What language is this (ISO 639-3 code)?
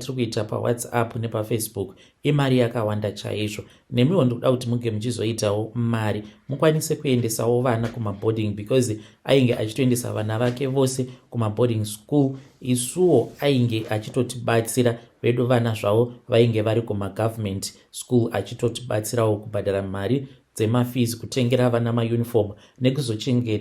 sna